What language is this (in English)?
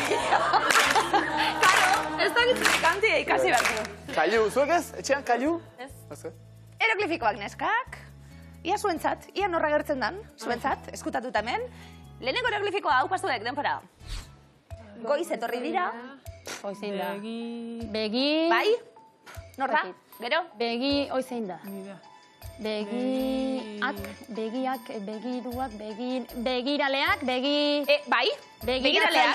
Basque